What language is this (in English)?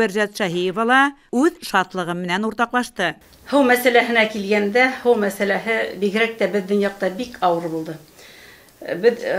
Bashkir